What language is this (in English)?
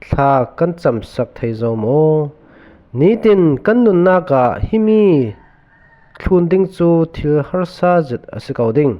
Falam Chin